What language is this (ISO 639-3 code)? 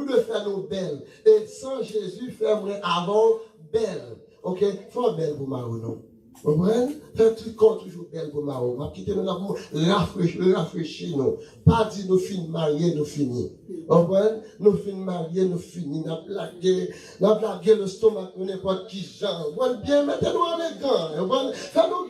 hat